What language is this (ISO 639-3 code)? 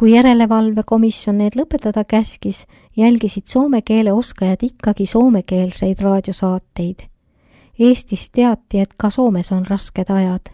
est